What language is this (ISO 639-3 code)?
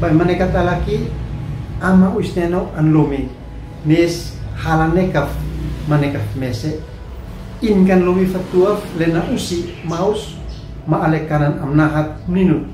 aoz